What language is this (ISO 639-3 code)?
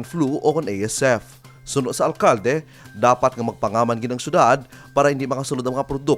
hil